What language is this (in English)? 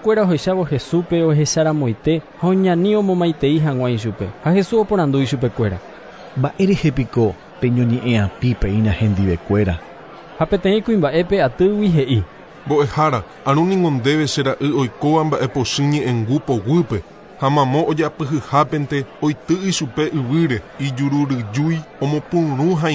Guarani